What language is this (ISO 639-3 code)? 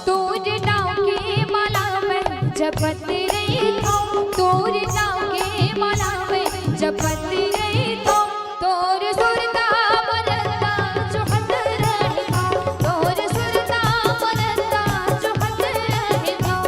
hne